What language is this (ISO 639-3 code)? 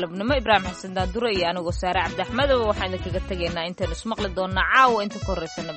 som